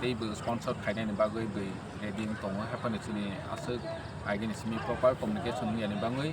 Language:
Kok Borok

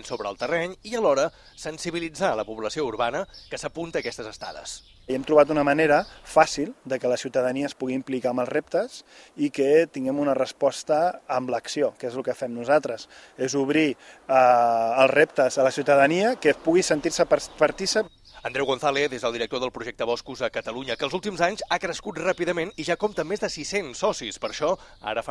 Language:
Catalan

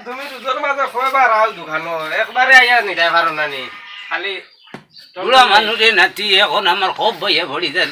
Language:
Sylheti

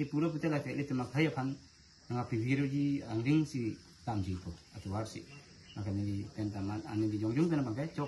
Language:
Karbi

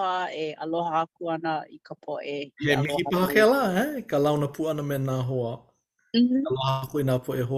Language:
Hawaiian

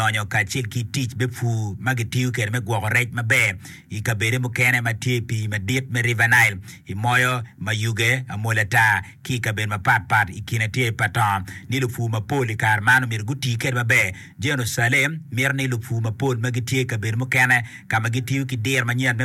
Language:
Acoli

